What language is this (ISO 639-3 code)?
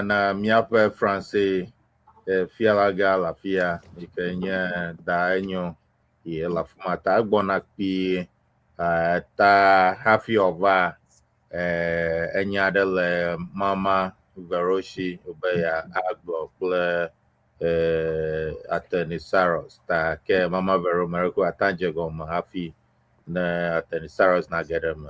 ewe